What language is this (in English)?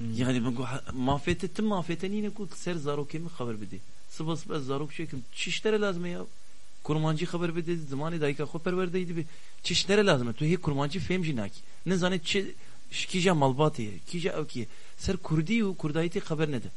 Kurdish